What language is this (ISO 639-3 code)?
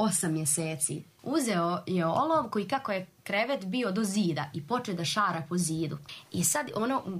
srp